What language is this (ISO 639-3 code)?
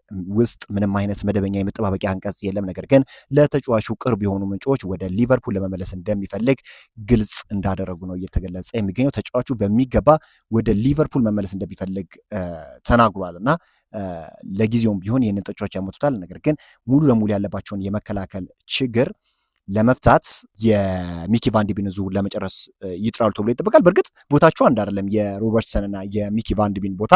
amh